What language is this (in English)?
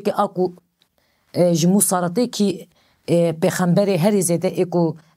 Kurdish